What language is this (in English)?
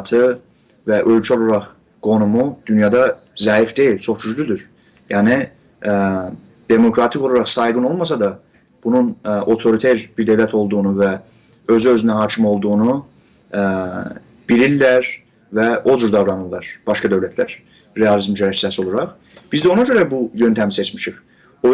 South Azerbaijani